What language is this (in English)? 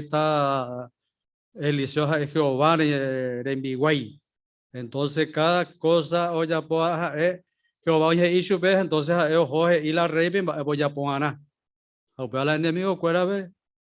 Guarani